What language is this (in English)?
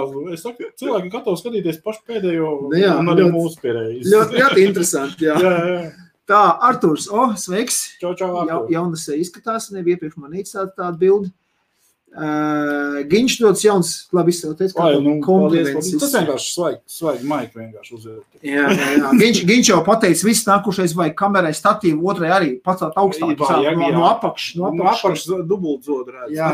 Latvian